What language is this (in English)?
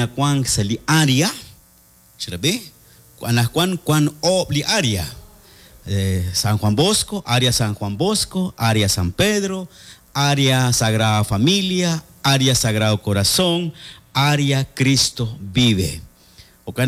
Kekchí